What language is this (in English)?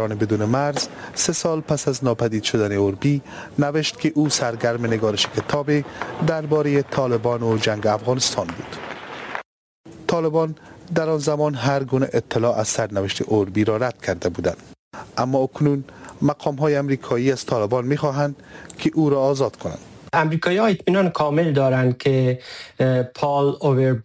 Persian